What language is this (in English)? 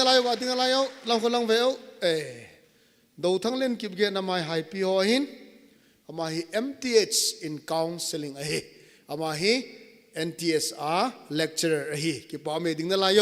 Thado Chin